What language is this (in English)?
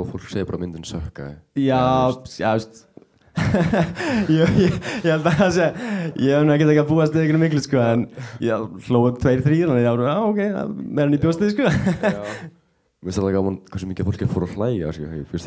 Icelandic